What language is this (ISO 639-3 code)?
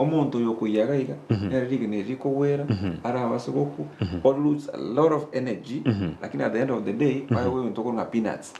guz